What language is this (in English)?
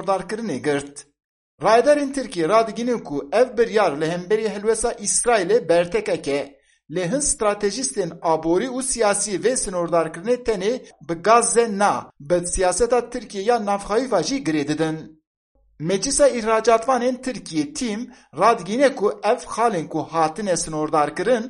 Kurdish